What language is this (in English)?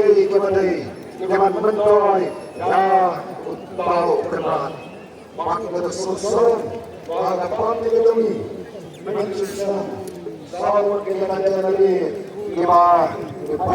Khasi